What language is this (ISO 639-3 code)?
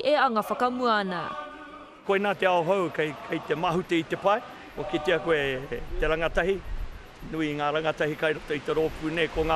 mri